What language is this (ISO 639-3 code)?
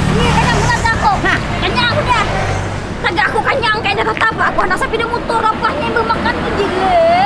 bjn